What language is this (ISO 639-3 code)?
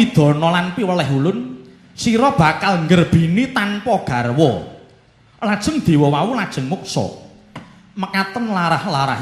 jav